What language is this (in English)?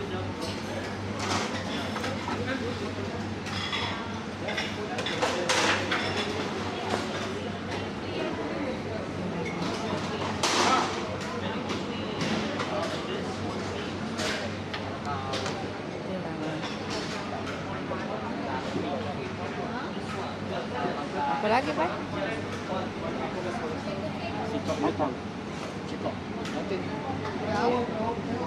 Indonesian